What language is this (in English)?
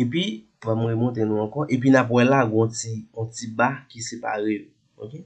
Haitian Creole